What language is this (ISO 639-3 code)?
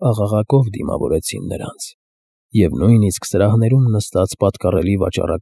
hye